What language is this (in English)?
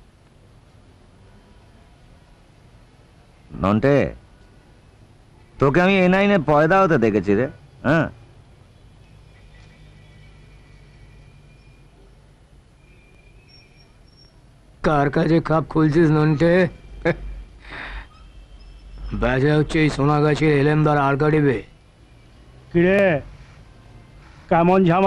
Bangla